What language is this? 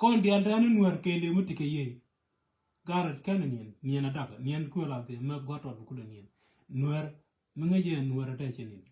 Nuer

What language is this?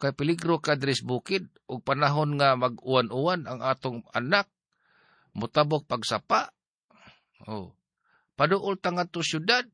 Cebuano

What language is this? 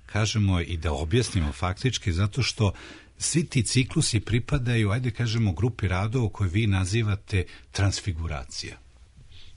Serbian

